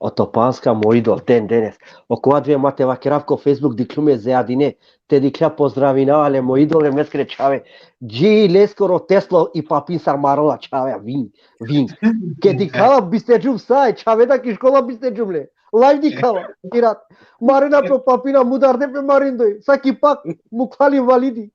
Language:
Balkan Romani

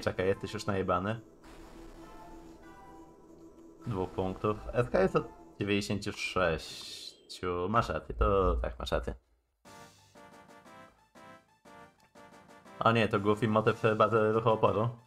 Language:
Polish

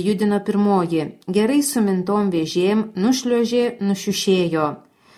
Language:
Lithuanian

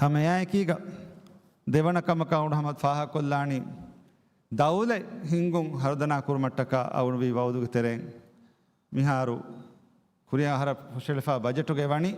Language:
Divehi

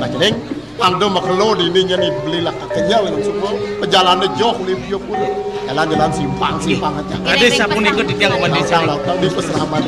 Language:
Balinese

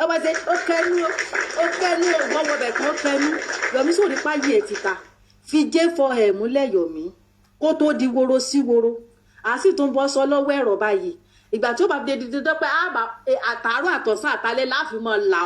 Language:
Yoruba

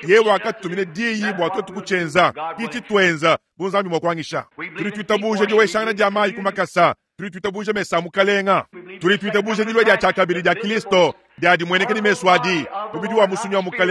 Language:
Luba-Lulua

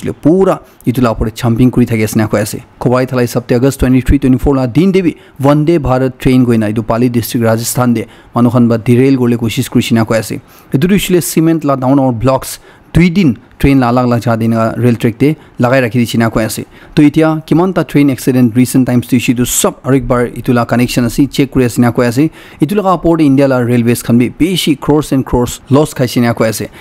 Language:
Naga Pidgin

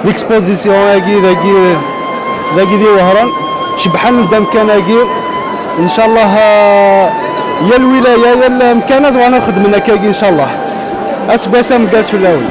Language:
Kabyle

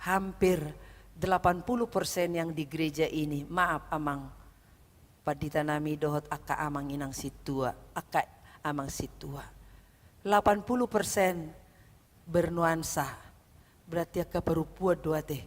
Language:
Batak Toba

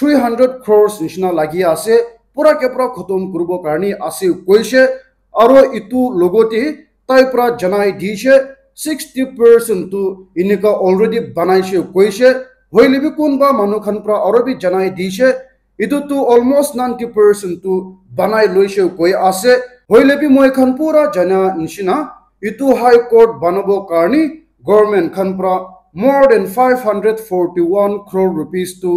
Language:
Naga Pidgin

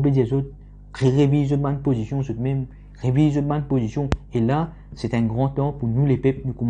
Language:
Morisyen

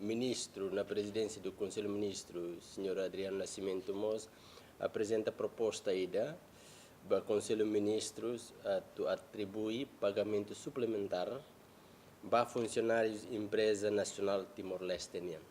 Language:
Tetum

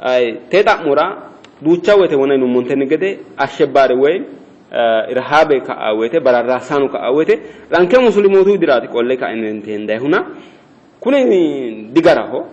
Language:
Sidamo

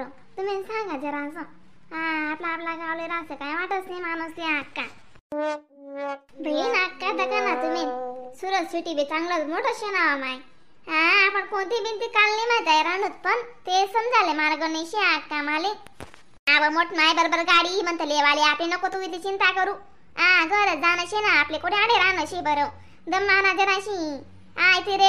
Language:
Khandesi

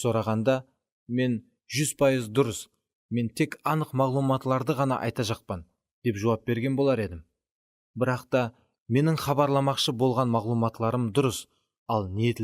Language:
Kara-Kalpak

